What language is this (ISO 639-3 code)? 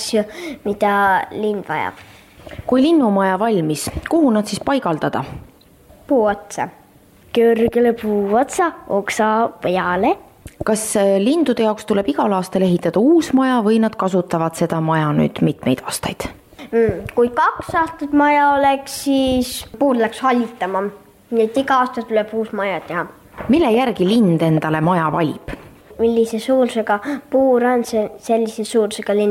est